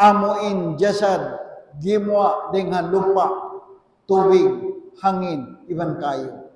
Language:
Tausug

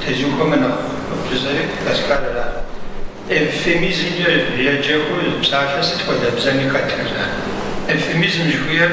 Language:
Kabardian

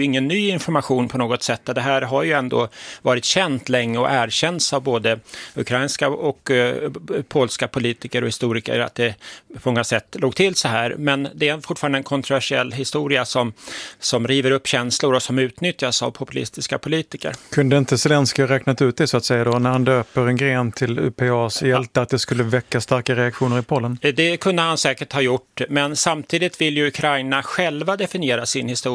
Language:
Swedish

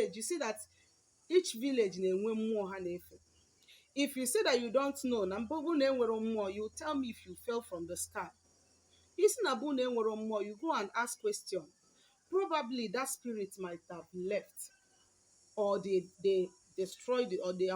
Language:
Igbo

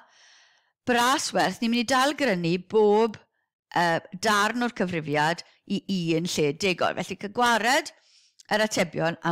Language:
Welsh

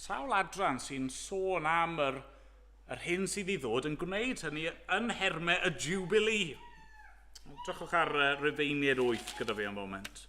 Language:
Welsh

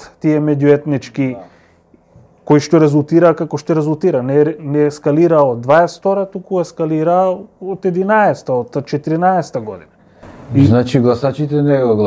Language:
Macedonian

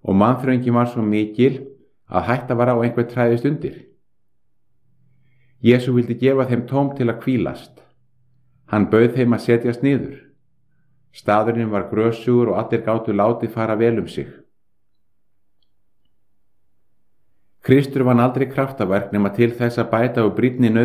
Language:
Icelandic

